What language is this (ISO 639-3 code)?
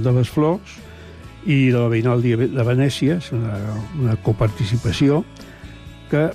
cat